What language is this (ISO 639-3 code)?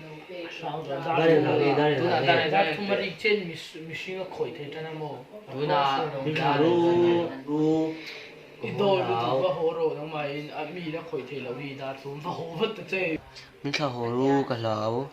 lus